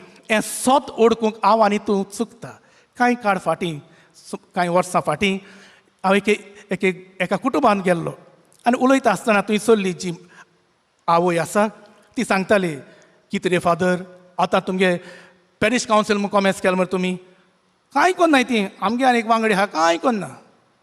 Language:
Konkani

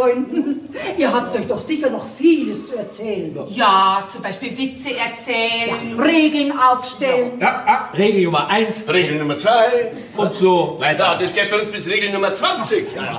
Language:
Bavarian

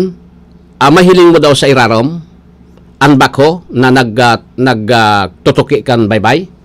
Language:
Bikol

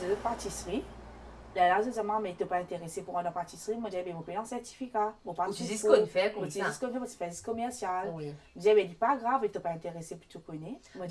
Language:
Morisyen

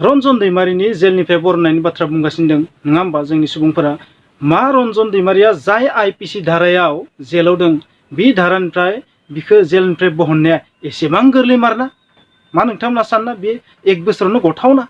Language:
Bodo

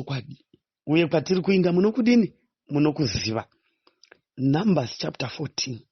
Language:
Shona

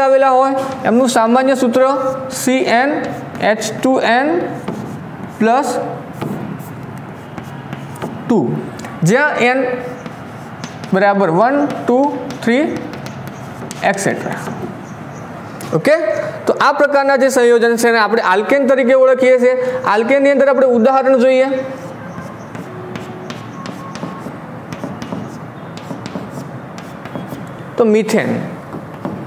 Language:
Gujarati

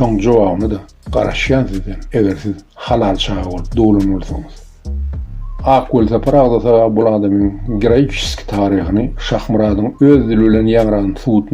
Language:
Turkmen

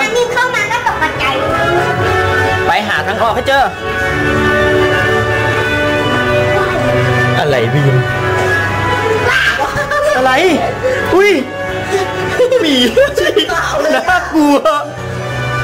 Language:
Thai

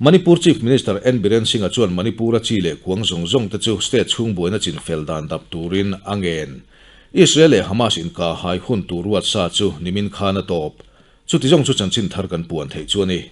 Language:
Mizo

